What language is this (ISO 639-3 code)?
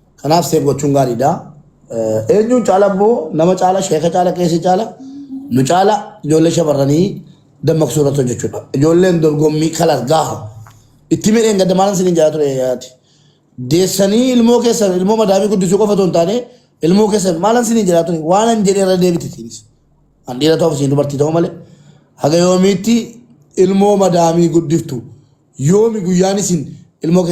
orm